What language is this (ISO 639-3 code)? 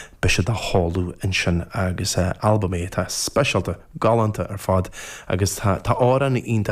gle